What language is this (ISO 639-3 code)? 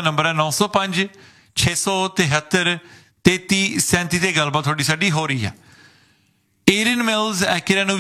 pan